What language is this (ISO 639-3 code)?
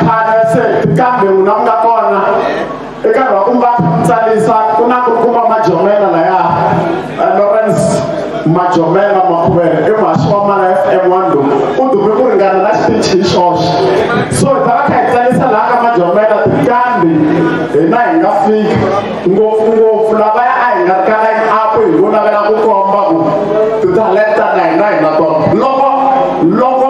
tso